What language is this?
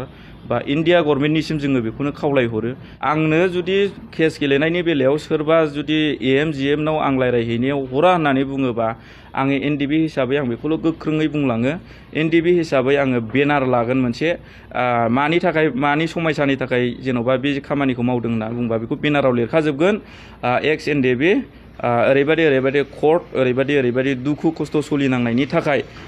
Bodo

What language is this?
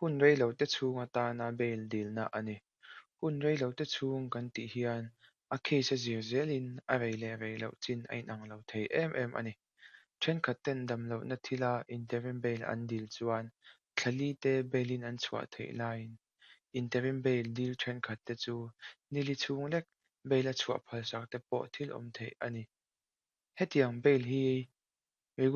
Mizo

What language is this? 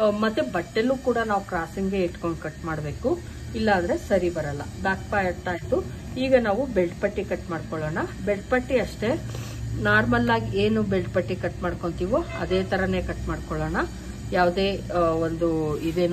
Kannada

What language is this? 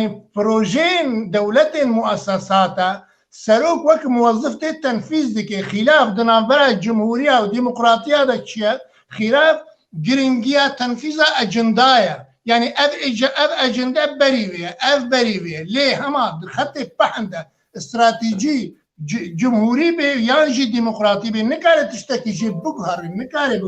Kurdish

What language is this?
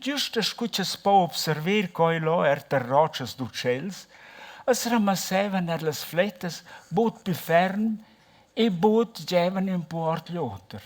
Romansh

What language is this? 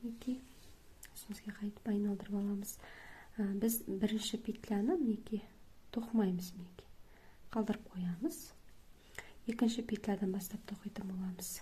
Kazakh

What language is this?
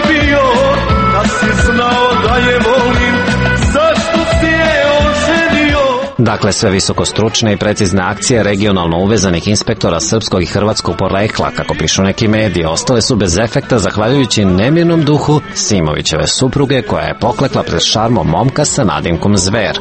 Serbian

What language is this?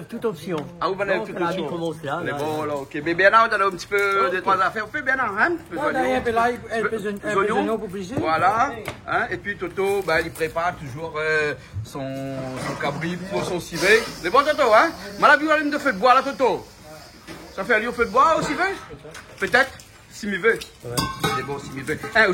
Réunion Creole French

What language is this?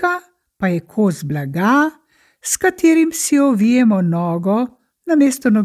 Slovenian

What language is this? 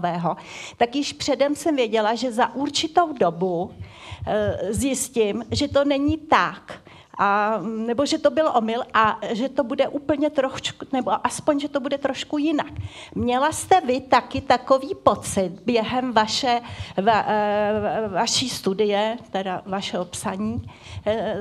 Czech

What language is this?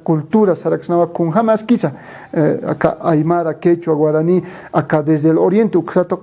Aymara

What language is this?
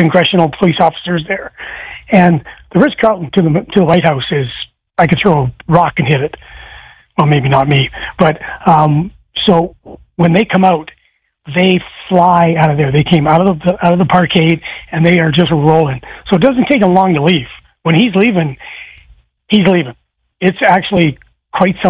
English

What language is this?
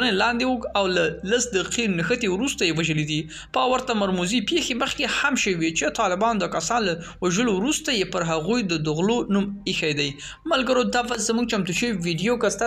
Pashto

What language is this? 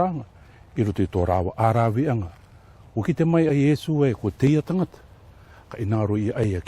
Rarotongan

